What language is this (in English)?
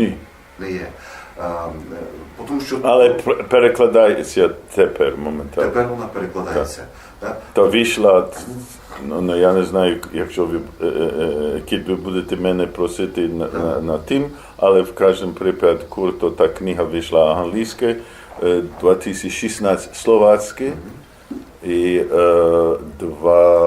Rusyn